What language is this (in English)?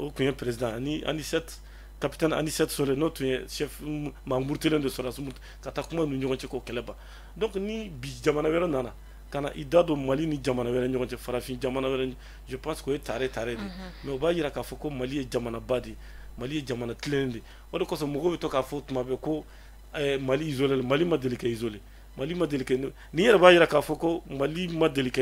Bambara